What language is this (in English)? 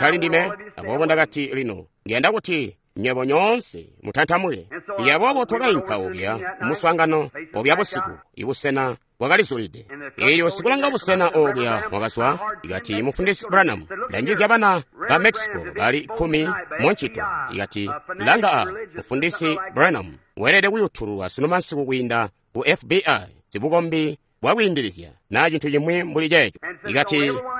Tonga (Zambia)